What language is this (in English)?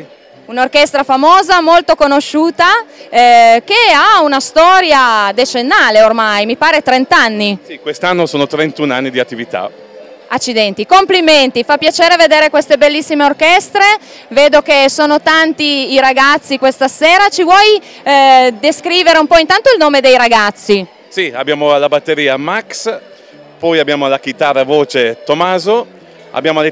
Italian